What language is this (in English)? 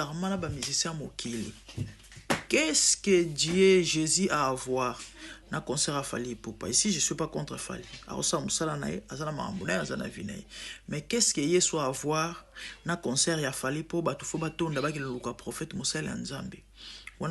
Lingala